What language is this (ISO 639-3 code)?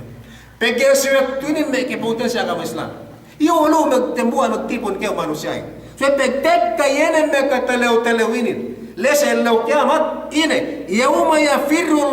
yka